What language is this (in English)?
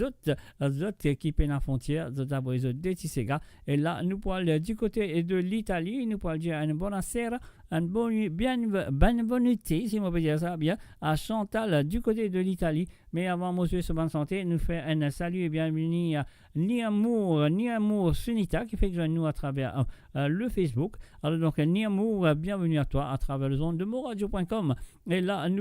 Morisyen